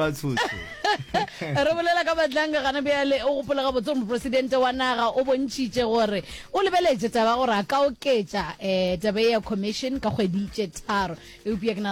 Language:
Northern Sotho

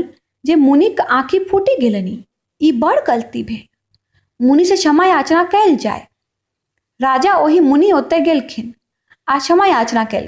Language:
Maithili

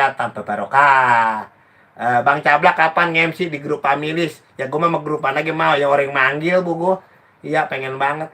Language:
Betawi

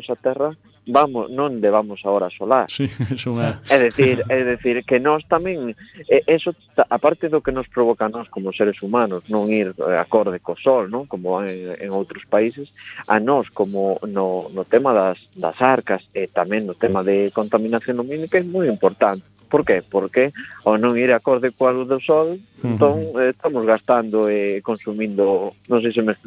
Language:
Galician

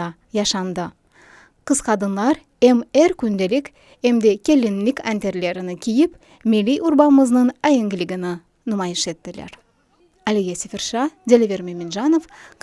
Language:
Crimean Tatar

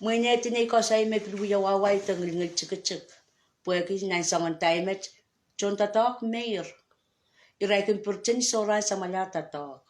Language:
Pohnpeian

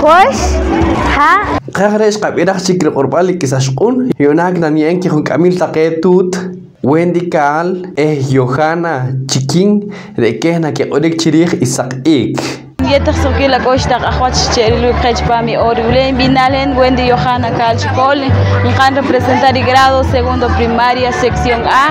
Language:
Poqomchi'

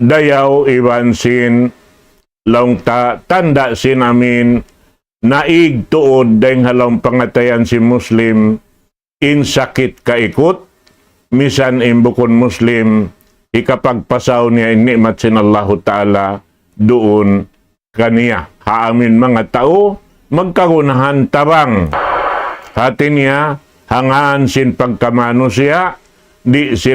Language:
Tausug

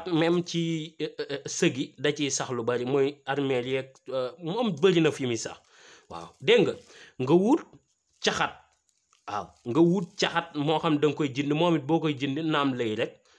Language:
Wolof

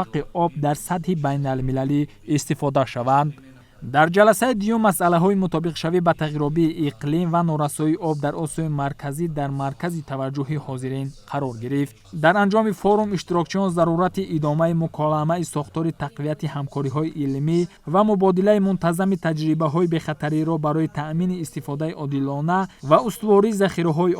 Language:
Tajik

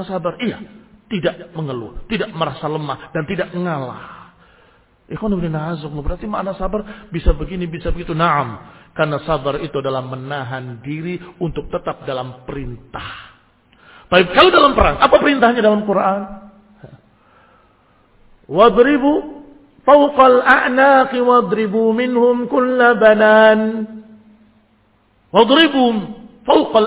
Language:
Indonesian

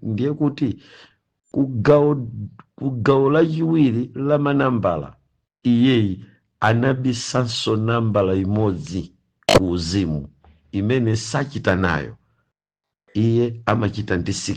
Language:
Nyanja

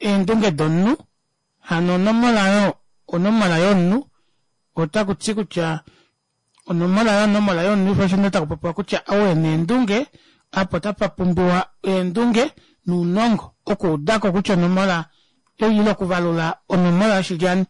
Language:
Kuanyama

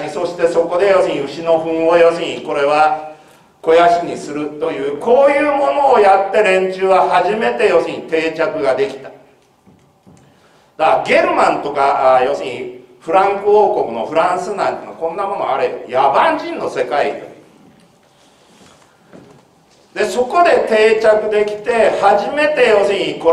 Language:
Japanese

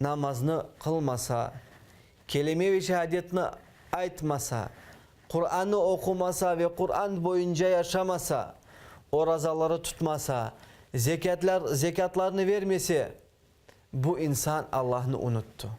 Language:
Crimean Tatar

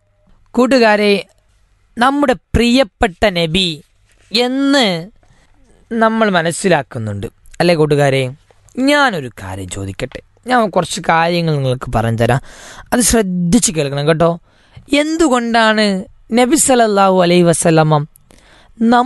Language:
Malayalam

